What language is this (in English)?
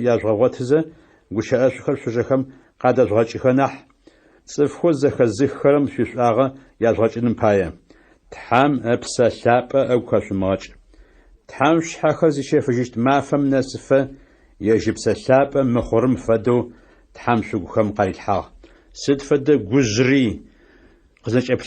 Adyghe